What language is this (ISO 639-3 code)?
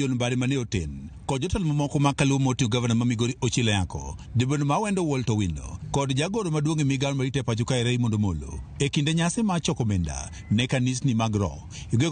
luo